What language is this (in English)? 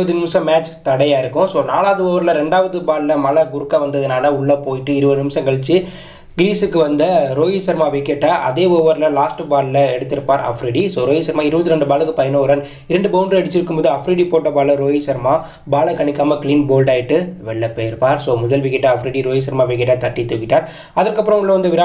Tamil